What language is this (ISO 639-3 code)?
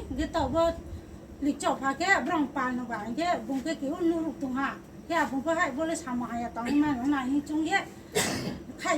ria